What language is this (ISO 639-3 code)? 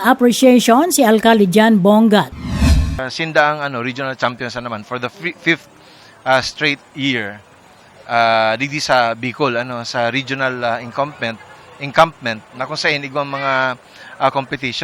bik